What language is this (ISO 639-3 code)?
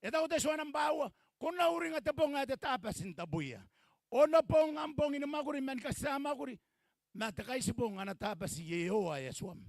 gil